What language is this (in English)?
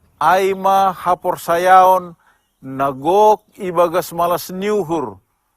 Batak Simalungun